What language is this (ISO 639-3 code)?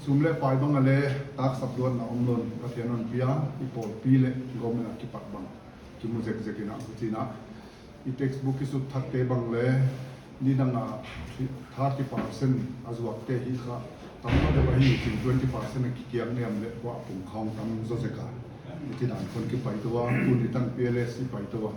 pck